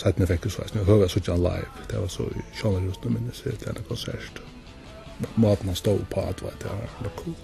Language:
Faroese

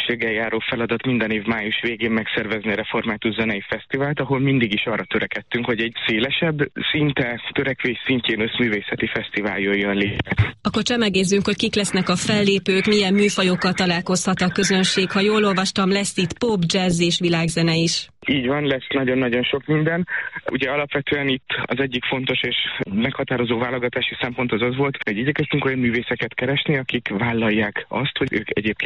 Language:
Hungarian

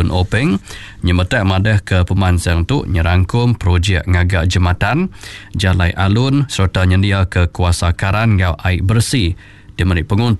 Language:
Iban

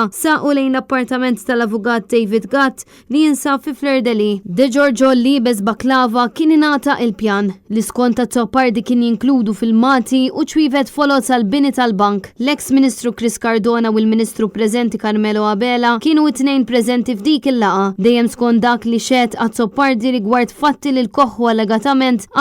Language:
Maltese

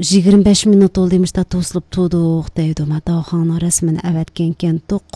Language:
Uyghur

